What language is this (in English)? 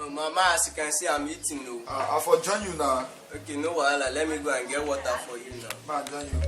Nigerian Pidgin